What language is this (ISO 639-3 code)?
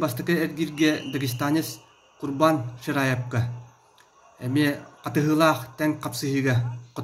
sah